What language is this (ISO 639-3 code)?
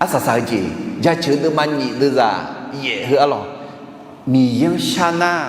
ahk